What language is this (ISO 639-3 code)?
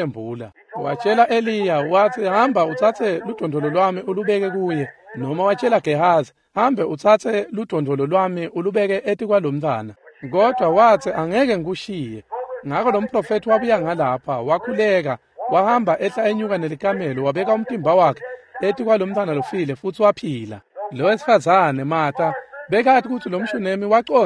ssw